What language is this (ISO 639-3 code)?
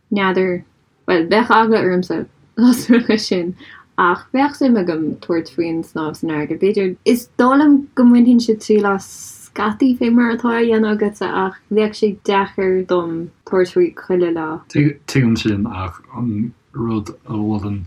gle